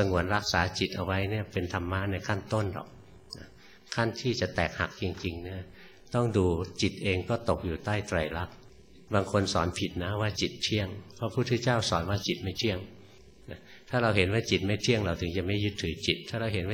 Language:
Thai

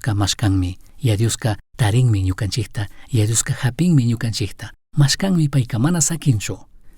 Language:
Chimborazo Highland Quichua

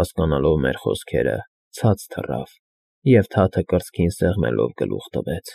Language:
Armenian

